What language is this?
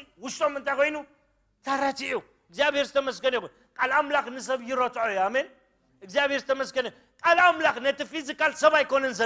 Tigrinya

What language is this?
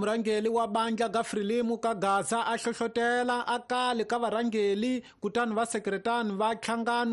Tsonga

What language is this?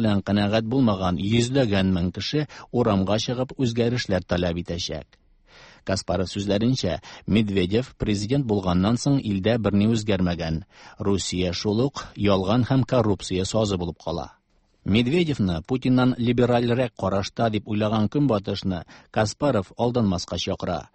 Tatar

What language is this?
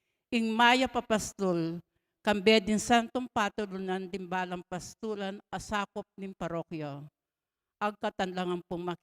Pampanga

